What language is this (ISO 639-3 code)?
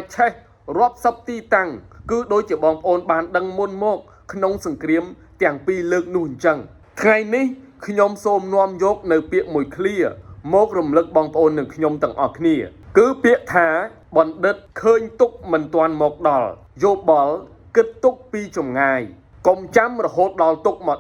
khm